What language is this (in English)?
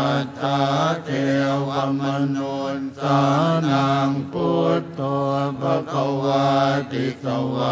Pali